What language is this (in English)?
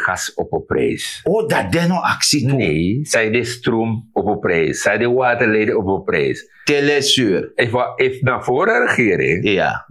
Sranan Tongo